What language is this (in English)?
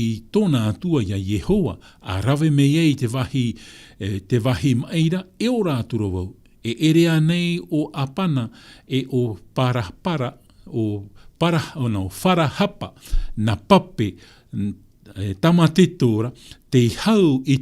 Tahitian